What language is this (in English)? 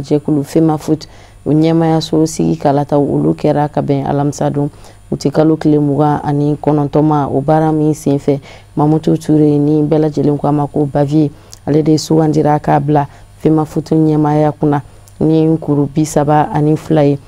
Bambara